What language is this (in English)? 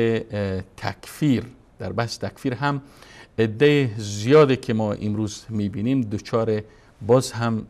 Persian